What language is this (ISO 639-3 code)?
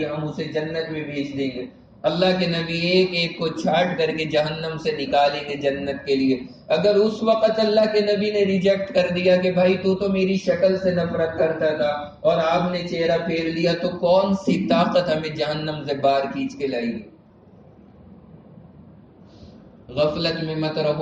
urd